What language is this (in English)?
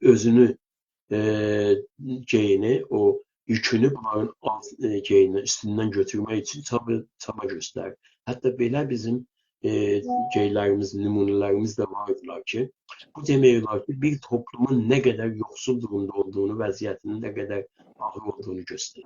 South Azerbaijani